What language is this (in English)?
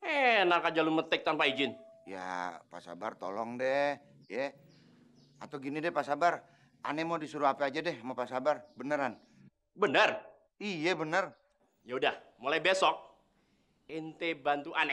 Betawi